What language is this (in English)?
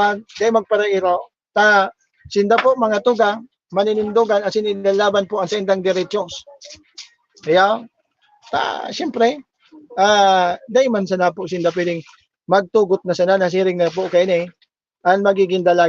Bikol